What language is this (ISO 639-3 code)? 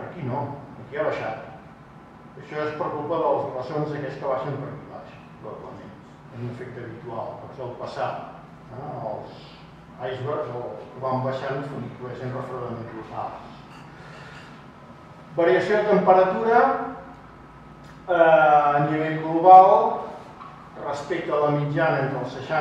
cat